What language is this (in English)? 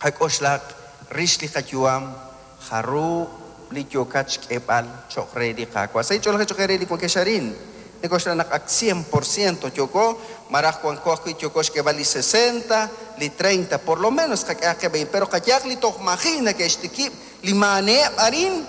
Kekchí